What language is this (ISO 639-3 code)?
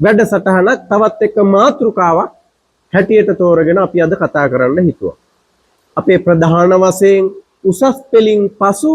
sin